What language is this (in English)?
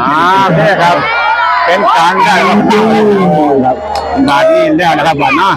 Northeastern Thai